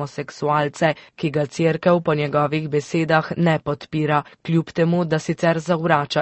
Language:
Slovenian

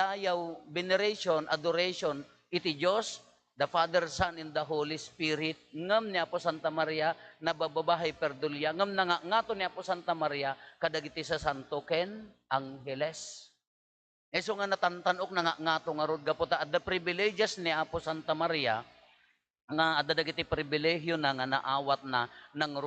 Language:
Iloko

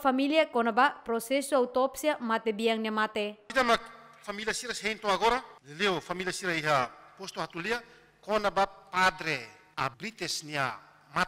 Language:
Tetum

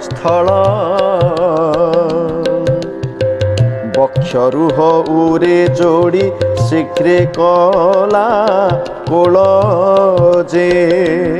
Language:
Odia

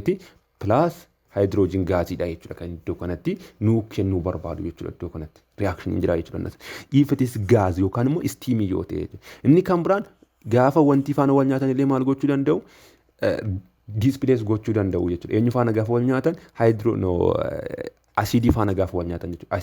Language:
Oromo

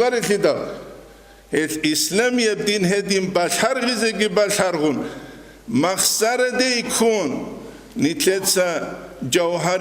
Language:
Avaric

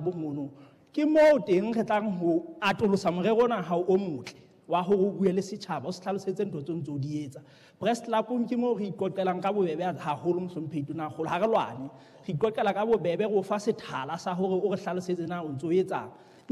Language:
Southern Sotho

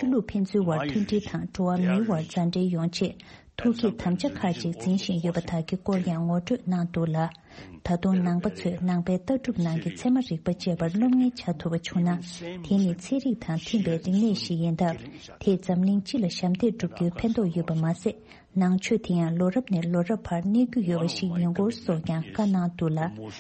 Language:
Tibetan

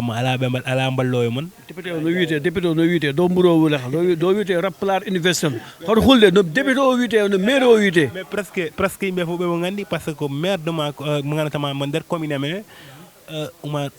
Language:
Fula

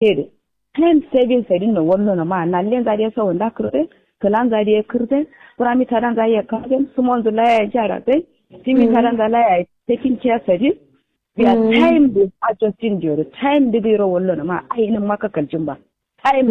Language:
Kanuri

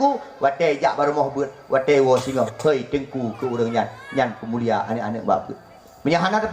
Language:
Achinese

